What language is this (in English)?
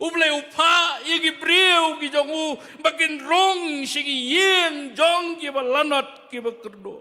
Khasi